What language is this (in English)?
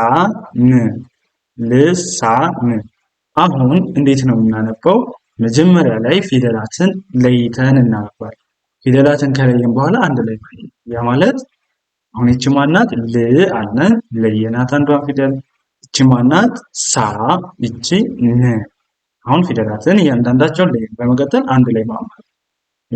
Amharic